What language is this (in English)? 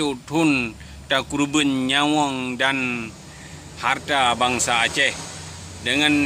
Achinese